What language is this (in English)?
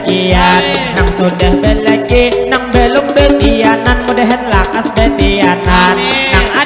Banjar